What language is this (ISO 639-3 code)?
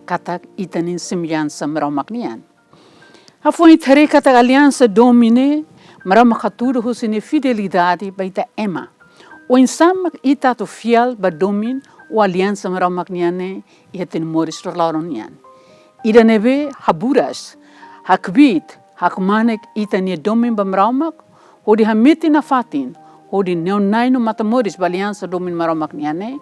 tet